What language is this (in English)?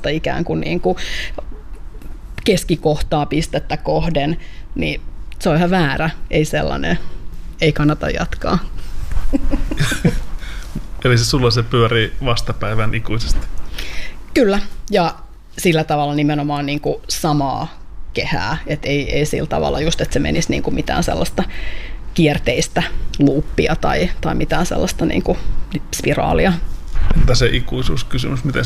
Finnish